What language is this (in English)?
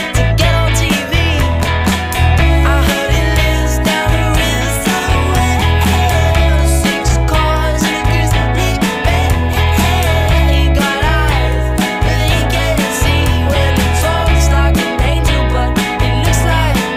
English